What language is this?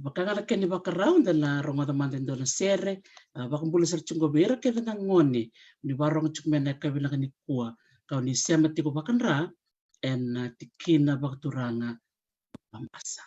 Fijian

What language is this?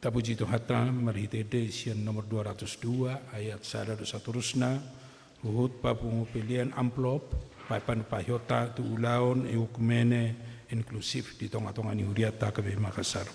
Batak Toba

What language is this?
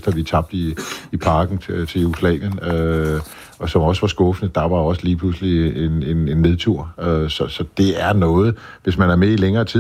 Danish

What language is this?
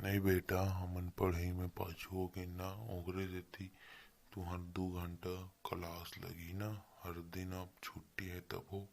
Chhattisgarhi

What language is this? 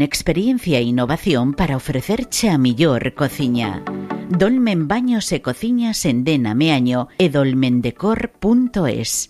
Galician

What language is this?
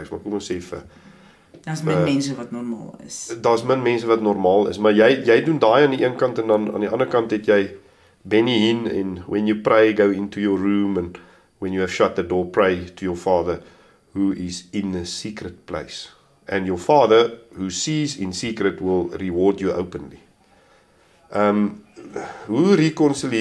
Afrikaans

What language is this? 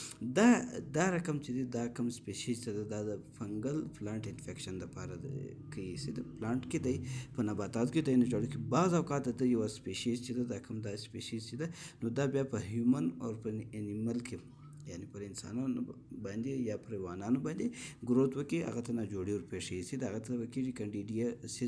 Pashto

